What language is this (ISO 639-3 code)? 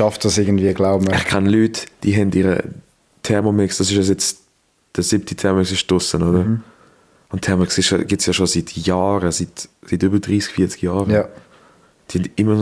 gsw